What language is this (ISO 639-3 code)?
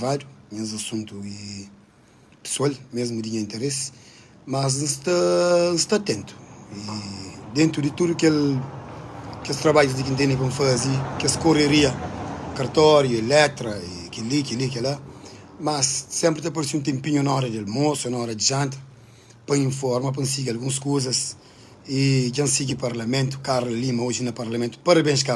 kea